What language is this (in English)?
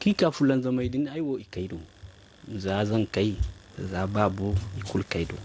Zarma